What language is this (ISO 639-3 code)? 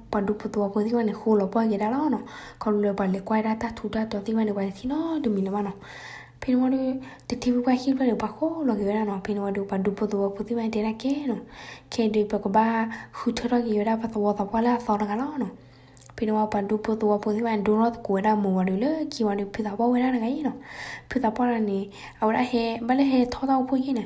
ksw